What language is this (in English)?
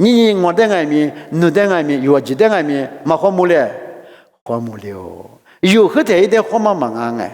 Lisu